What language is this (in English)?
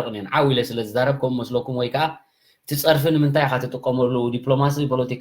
Tigrinya